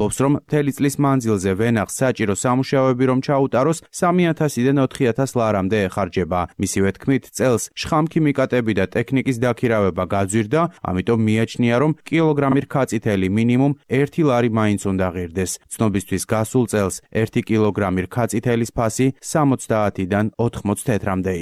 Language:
Georgian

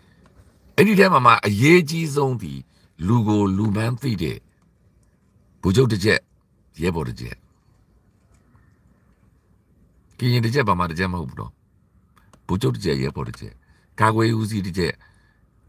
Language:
Burmese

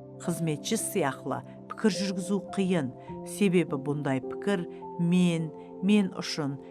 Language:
Kara-Kalpak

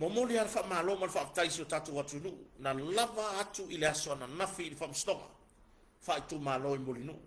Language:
Samoan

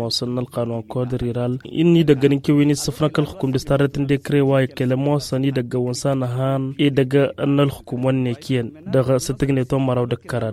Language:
Tamasheq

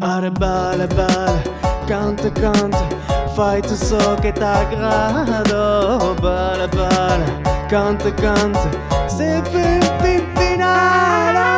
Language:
Occitan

